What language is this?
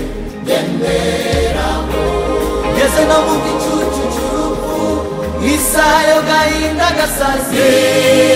Kinyarwanda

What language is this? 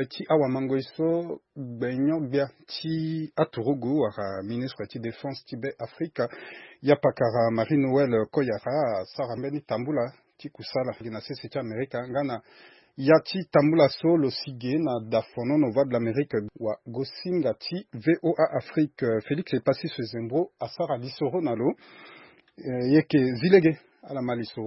Sango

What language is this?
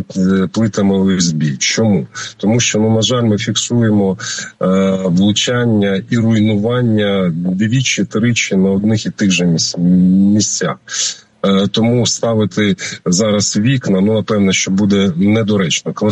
Ukrainian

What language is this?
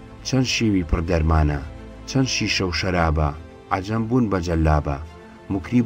Central Kurdish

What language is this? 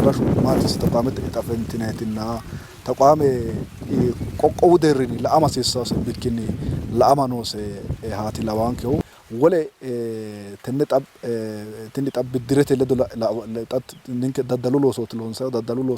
Sidamo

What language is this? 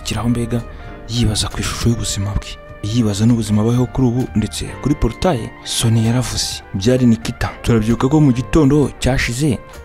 Kinyarwanda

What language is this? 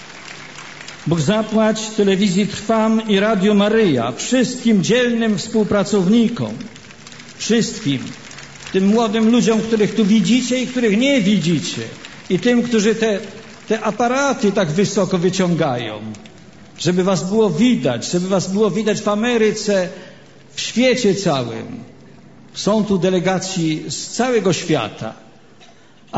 Polish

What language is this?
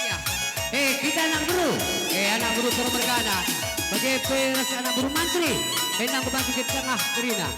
Batak Karo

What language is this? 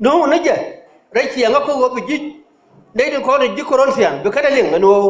Nuer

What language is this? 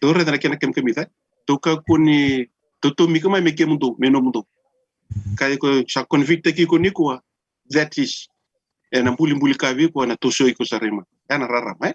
Fijian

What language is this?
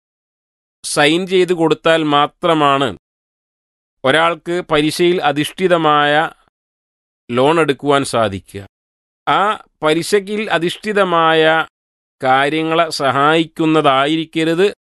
Malayalam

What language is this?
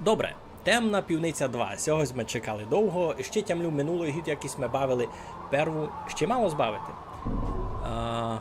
Rusyn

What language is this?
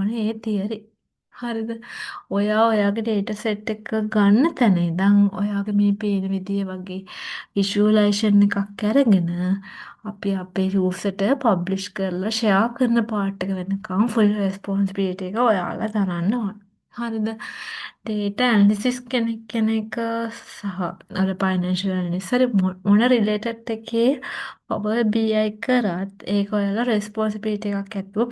Sinhala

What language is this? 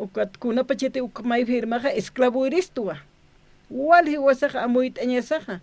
Aymara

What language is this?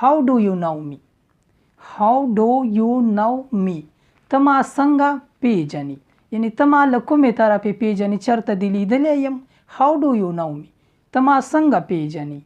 Pashto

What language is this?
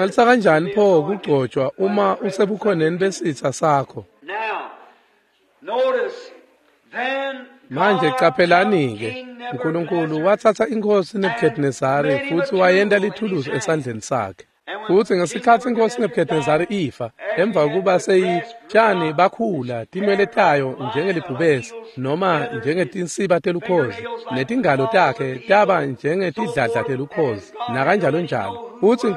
Swati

